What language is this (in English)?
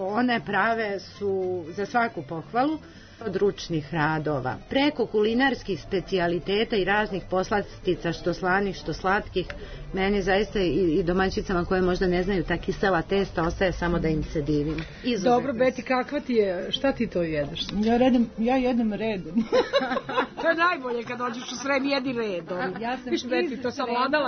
Serbian